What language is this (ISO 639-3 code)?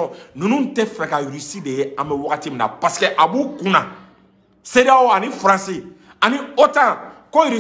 bam